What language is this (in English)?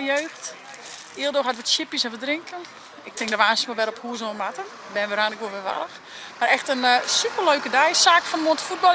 Western Frisian